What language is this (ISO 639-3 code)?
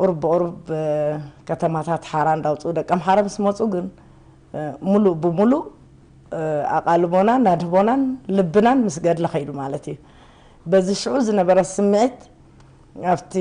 tir